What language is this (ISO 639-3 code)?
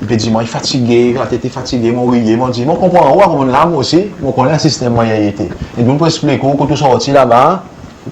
crs